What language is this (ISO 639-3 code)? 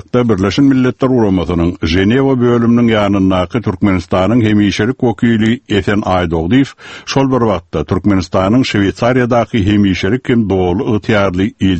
tat